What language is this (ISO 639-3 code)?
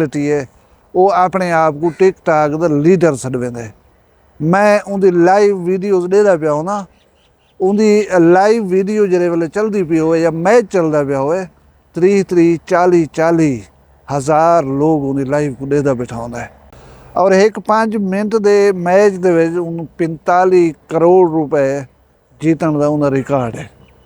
skr